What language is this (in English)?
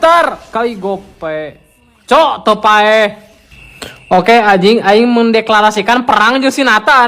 Sundanese